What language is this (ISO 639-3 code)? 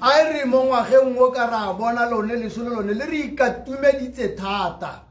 tsn